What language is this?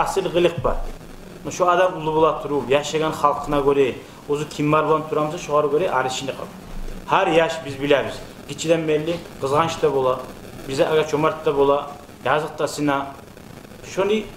Kumyk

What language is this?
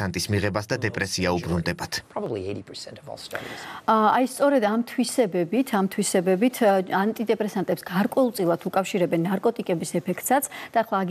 Georgian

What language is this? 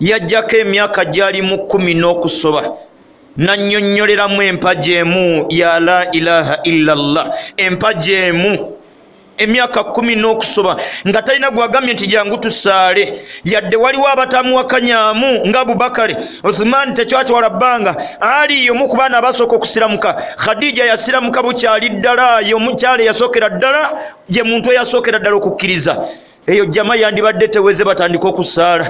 Ganda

